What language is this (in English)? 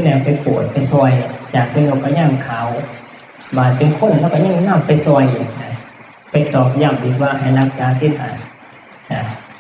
Northeastern Thai